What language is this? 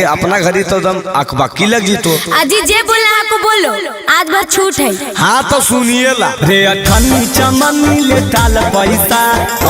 Magahi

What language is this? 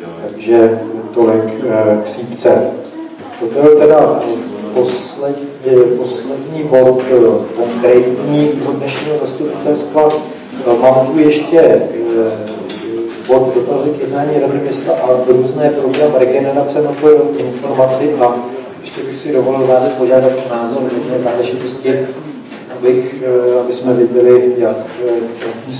Czech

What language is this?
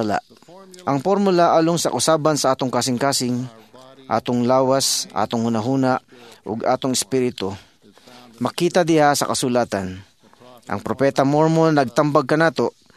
Cebuano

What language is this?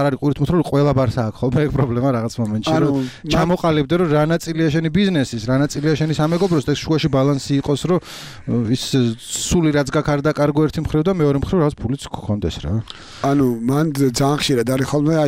Georgian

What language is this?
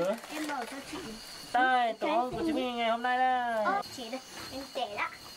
Vietnamese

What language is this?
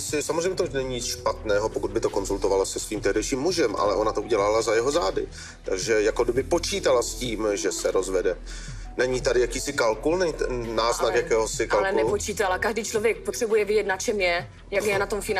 Czech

